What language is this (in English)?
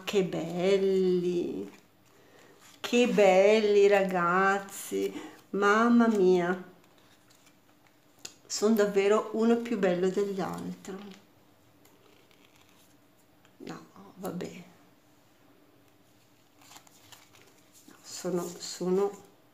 Italian